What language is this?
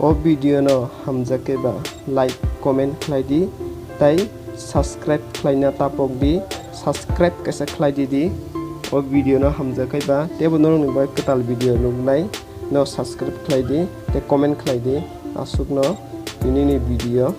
Kok Borok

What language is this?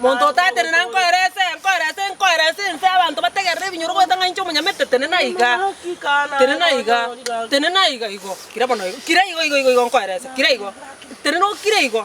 Gusii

